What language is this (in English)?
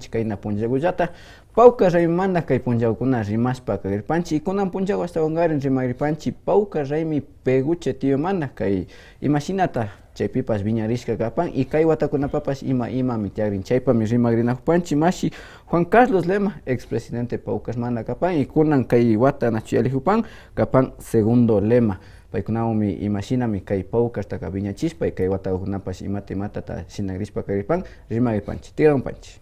Imbabura Highland Quichua